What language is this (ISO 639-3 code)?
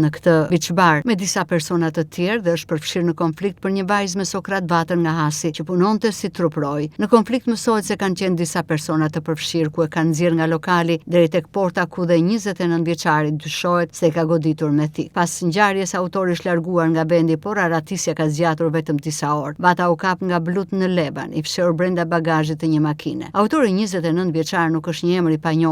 sqi